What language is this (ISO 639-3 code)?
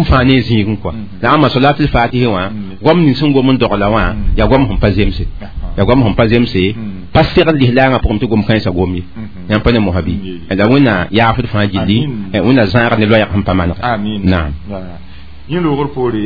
mos